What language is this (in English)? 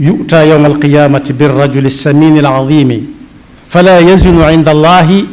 Wolof